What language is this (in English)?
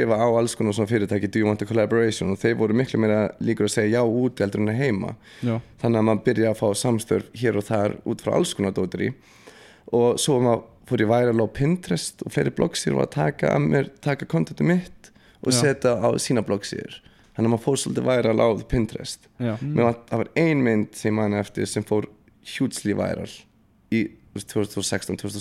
Icelandic